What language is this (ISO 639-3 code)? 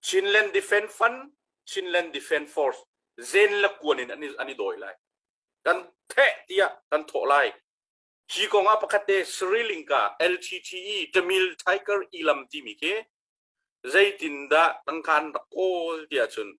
cnh